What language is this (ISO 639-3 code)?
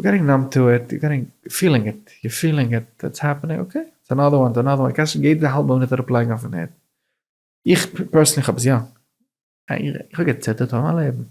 yid